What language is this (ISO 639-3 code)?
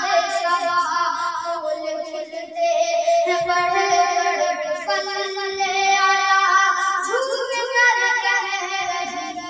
urd